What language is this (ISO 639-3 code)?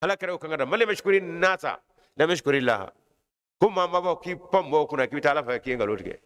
bam